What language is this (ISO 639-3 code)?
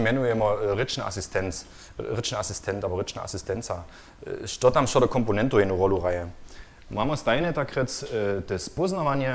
hsb